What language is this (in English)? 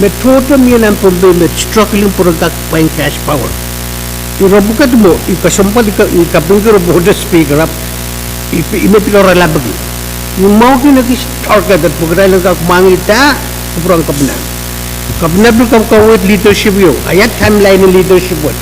Pohnpeian